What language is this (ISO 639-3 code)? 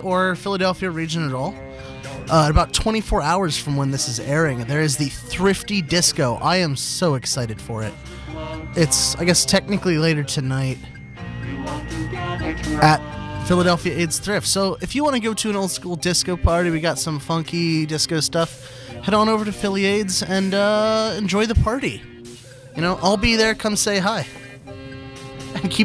eng